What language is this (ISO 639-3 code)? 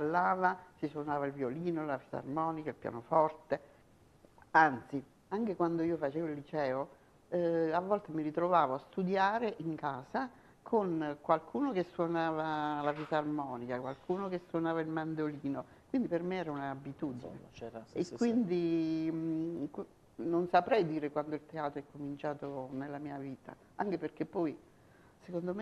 ita